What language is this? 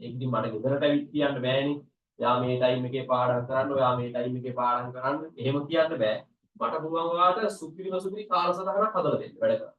Sinhala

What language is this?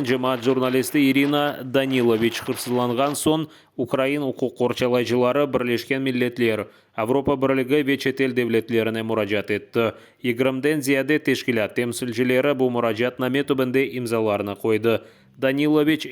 Crimean Tatar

